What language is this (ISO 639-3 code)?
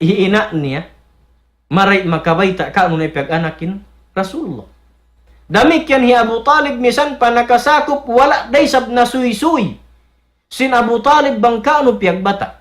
tsg